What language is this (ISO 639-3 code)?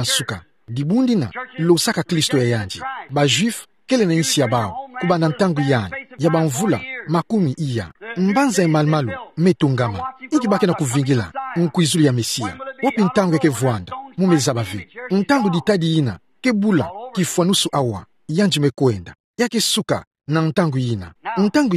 ktu